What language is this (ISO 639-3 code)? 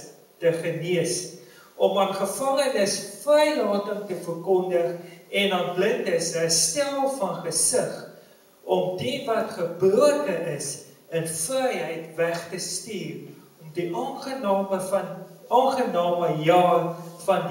afr